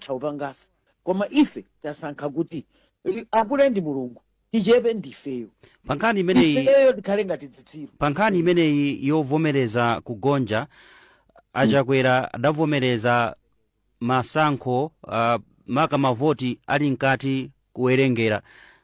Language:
Nyanja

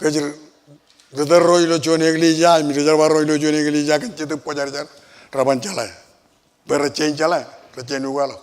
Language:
Marshallese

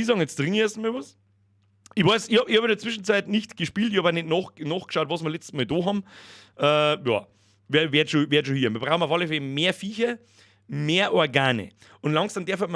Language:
Bavarian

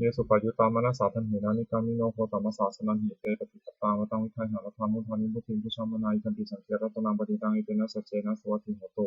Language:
Pali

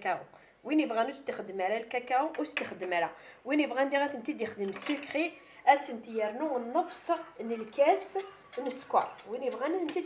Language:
Kabyle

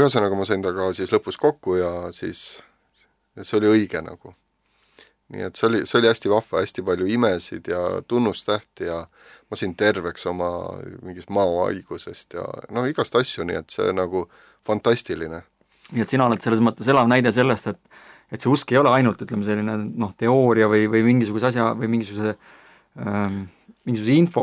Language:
Estonian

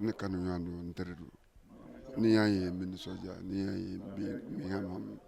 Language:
Bambara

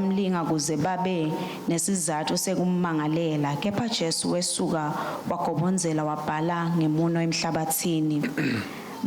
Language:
Swati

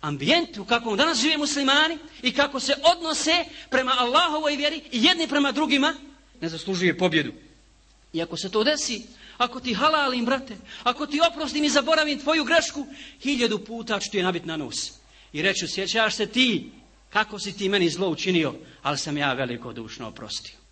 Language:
Bosnian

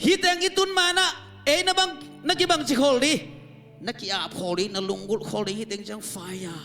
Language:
Tedim Chin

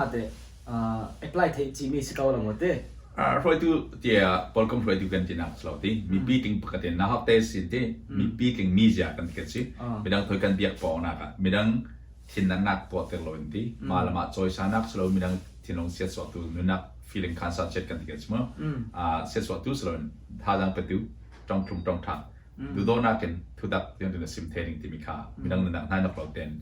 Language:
Falam Chin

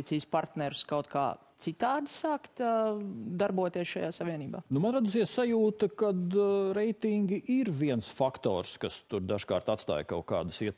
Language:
Latvian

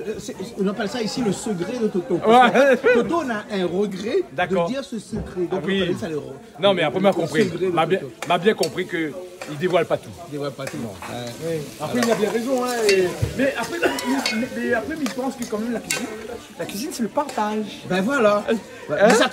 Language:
Réunion Creole French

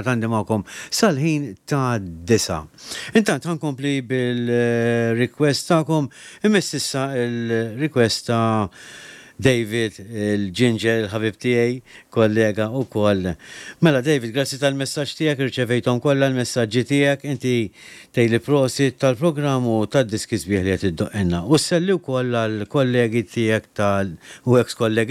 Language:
Maltese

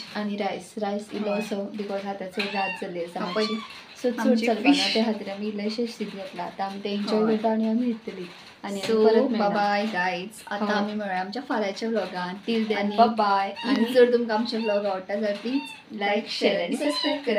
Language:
Konkani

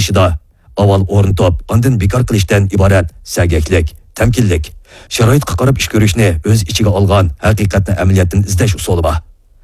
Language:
Uyghur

